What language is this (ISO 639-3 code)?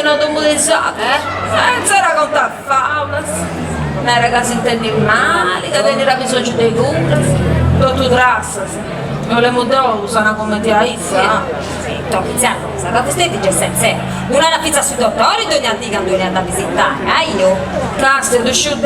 srd